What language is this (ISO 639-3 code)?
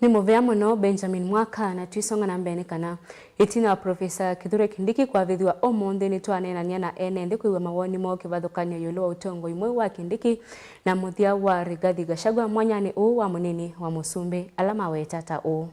kam